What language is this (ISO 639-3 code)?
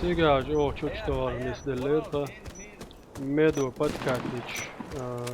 che